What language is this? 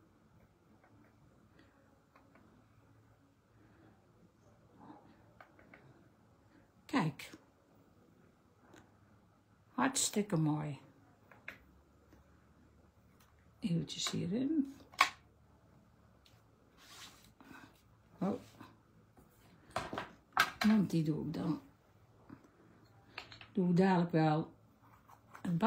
Dutch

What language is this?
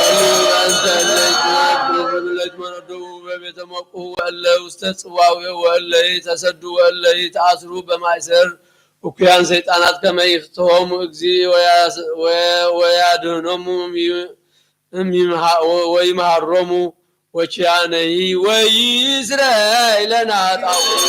Geez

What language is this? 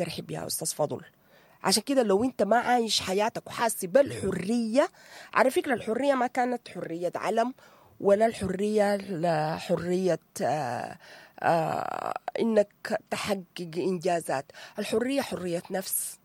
Sudanese Arabic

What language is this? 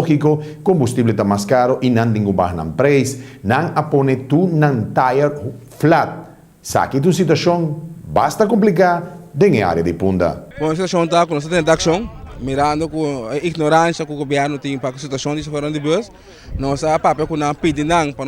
Papiamento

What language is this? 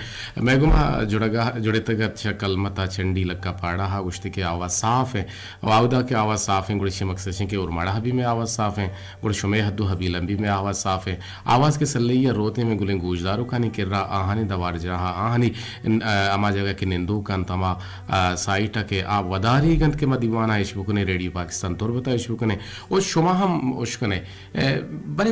Eastern Balochi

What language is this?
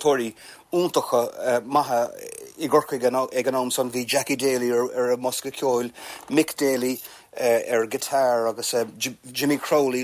Irish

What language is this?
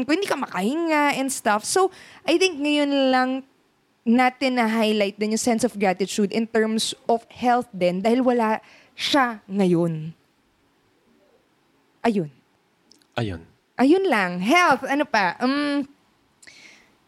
Filipino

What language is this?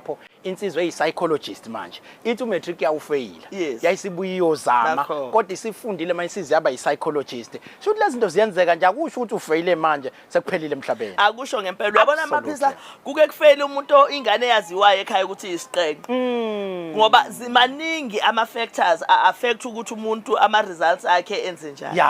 Zulu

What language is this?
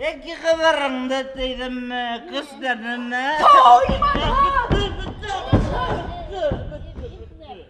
Bashkir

